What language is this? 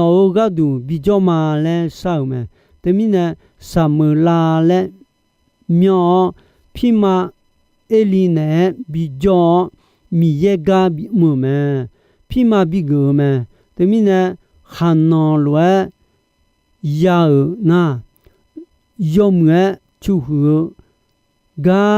Akha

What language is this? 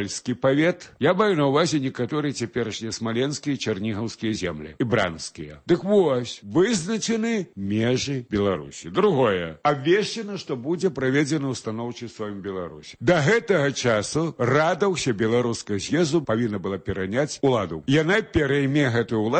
Belarusian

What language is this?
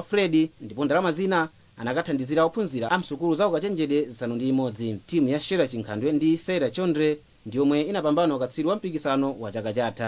Nyanja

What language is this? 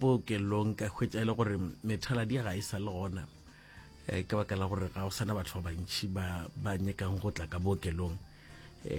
Northern Sotho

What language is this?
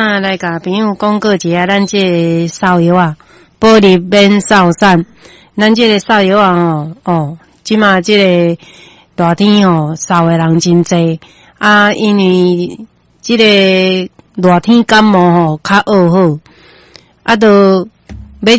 Min Nan Chinese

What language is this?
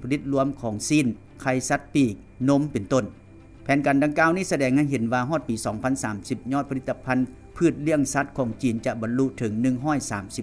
Lao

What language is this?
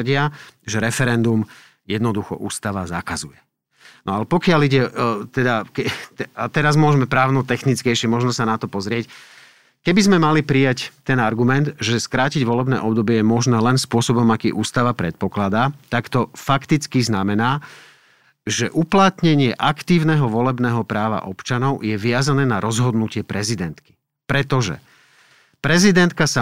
Slovak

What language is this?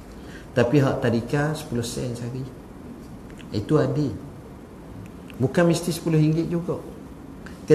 Malay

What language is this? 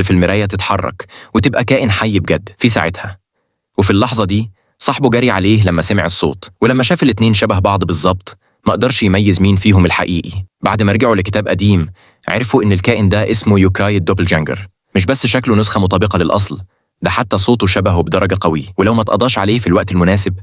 Egyptian Arabic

